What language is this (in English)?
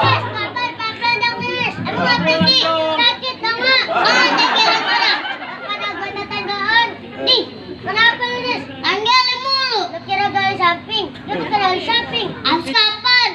Betawi